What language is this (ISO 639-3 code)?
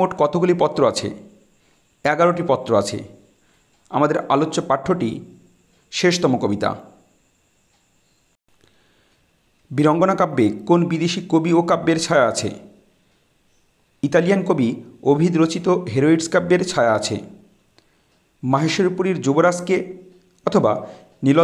ben